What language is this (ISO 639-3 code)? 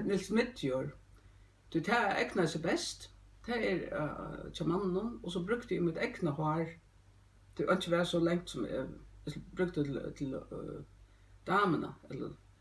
fao